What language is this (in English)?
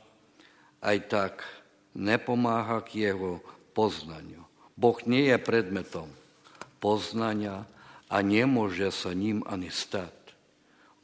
Slovak